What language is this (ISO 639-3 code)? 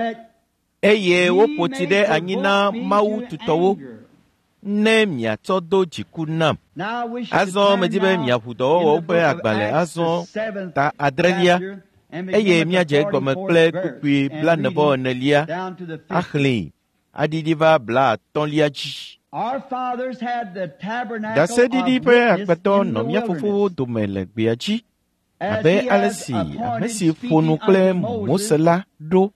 ewe